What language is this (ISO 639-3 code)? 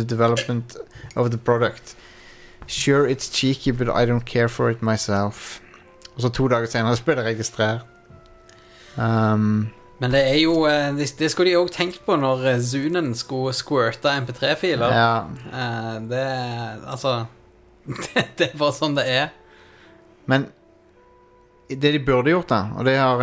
nor